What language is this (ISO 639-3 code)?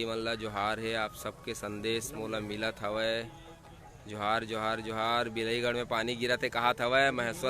hne